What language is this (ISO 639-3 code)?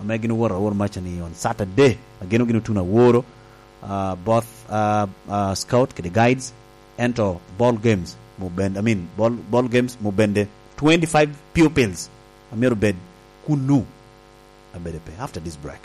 laj